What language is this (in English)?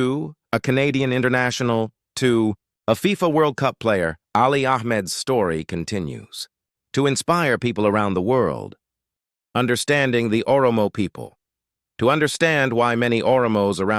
English